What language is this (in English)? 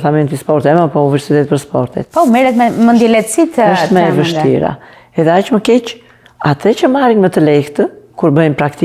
Albanian